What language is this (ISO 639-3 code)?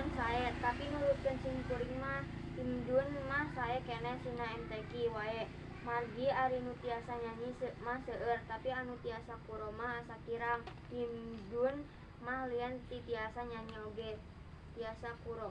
sun